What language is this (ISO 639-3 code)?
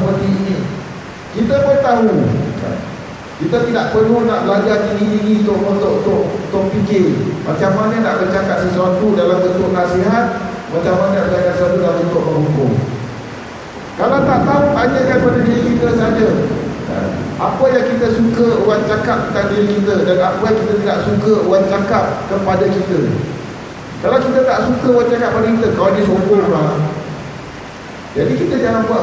msa